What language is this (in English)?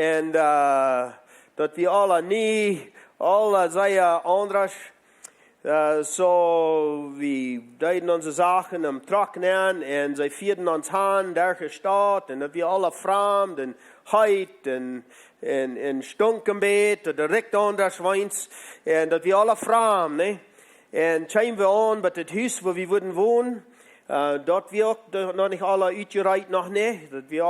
Plautdietsch